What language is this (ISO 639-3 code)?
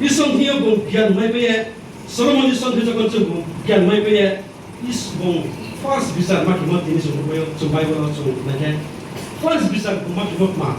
ria